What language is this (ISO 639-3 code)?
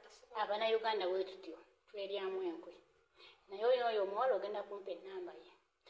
lug